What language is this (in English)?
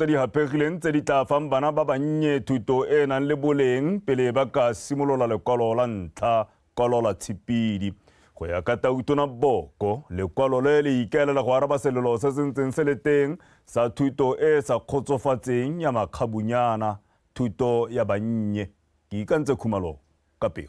Tswana